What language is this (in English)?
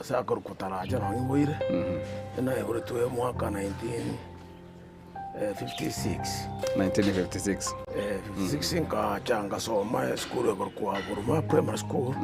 Gusii